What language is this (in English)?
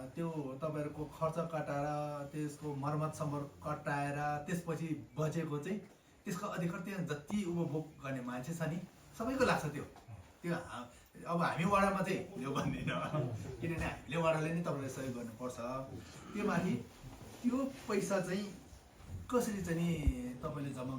Nepali